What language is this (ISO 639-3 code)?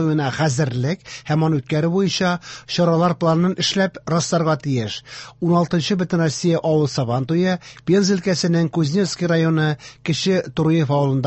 tat